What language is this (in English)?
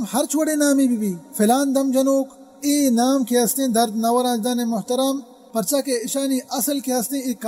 Baluchi